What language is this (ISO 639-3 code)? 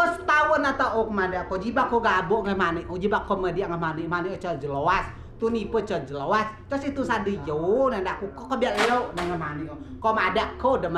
rej